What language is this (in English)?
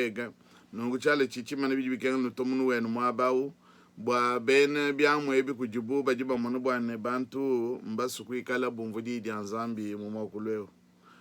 Luba-Lulua